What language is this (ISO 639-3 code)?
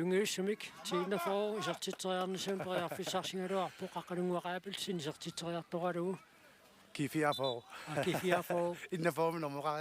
kal